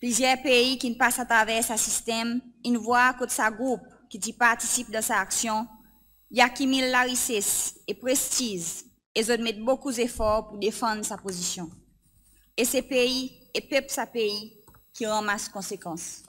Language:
Seselwa Creole French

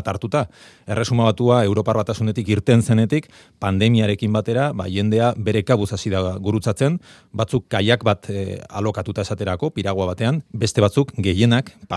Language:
Basque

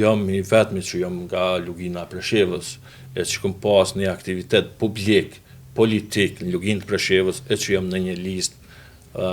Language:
Albanian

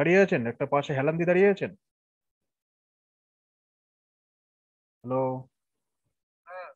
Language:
Bangla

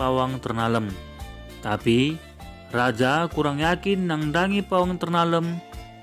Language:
Batak Karo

